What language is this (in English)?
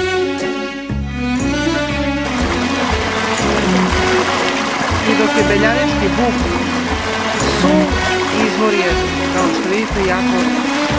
Serbian